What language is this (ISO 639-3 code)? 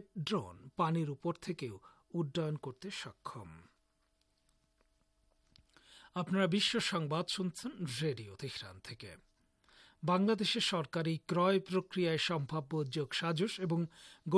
ben